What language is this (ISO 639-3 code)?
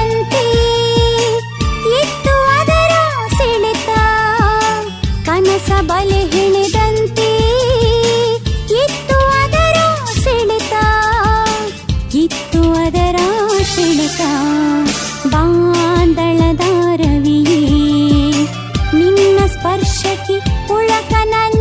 kan